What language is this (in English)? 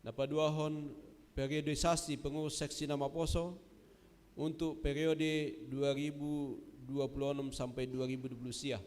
Batak Simalungun